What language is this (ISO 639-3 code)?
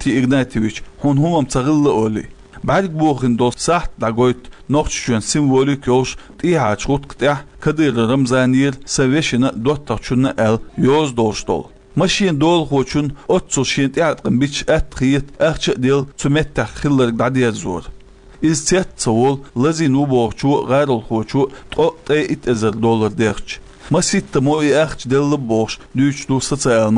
che